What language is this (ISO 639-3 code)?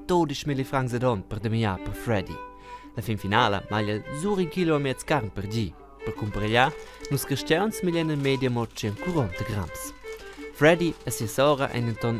roh